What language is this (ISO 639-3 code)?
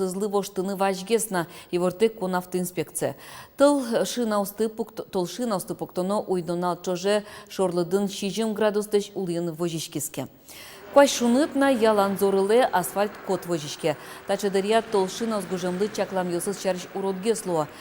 udm